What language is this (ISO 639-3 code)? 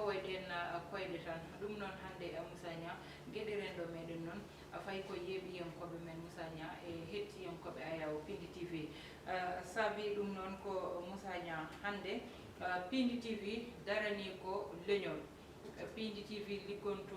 ful